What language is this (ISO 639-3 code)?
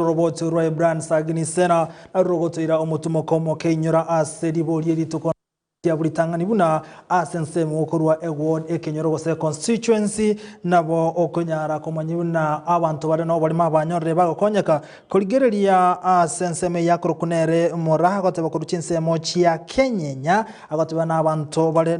guz